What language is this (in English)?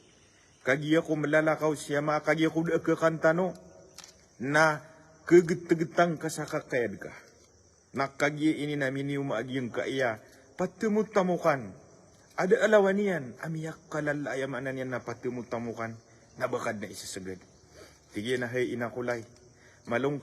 Maranao